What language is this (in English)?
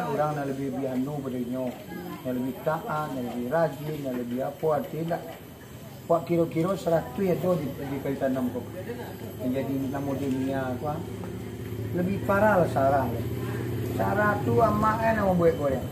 Minangkabau